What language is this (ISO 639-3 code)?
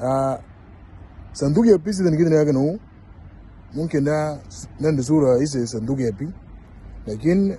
mor